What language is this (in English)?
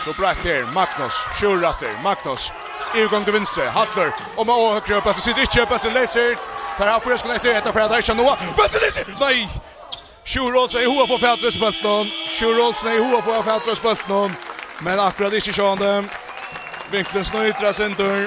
Faroese